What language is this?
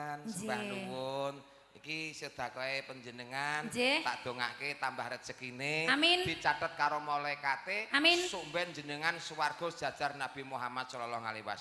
Javanese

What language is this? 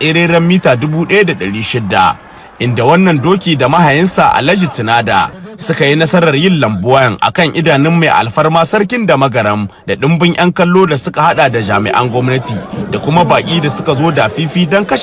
Hausa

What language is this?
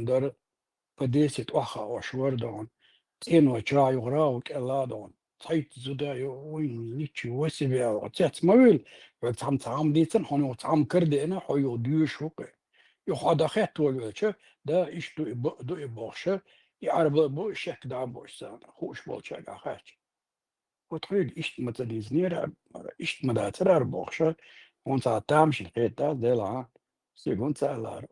Chechen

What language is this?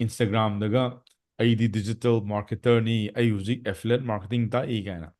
Manipuri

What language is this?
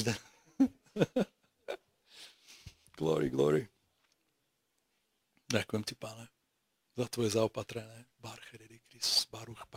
Slovak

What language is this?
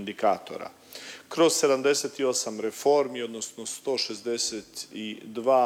Croatian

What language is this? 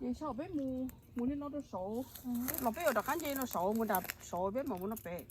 Hmong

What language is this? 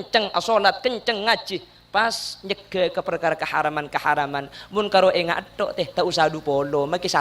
Madurese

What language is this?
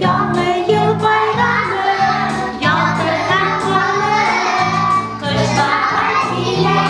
Bashkir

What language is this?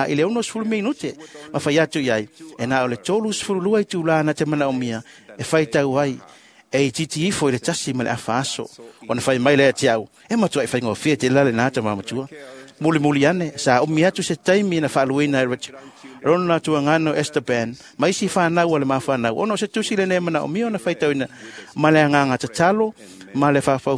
Samoan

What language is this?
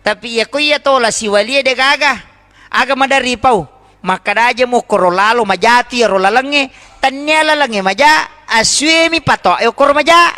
Buginese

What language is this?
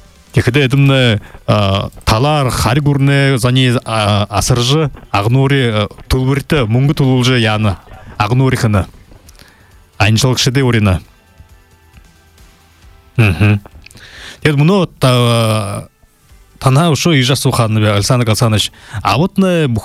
Buriat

